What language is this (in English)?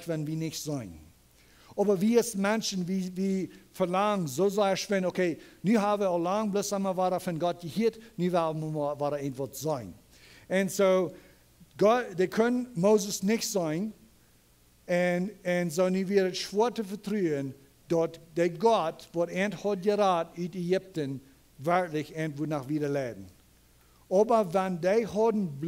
Plautdietsch